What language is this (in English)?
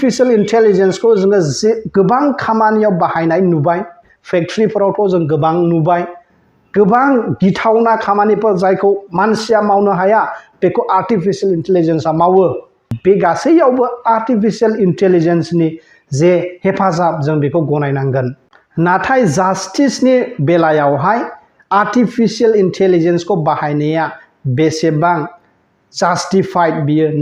Bodo